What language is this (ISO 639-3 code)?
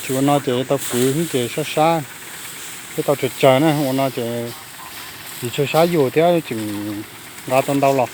hmn